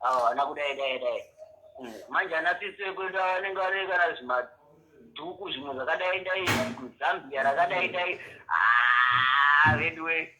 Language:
Shona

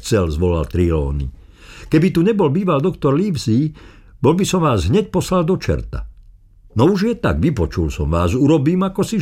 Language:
Slovak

